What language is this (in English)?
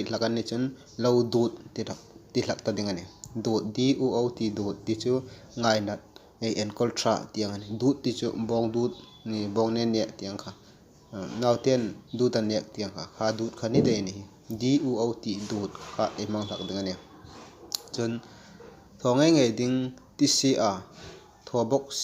Hmar